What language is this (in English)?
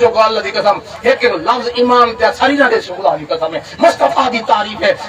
Saraiki